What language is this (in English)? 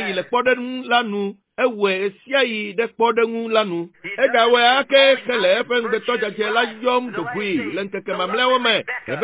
Ewe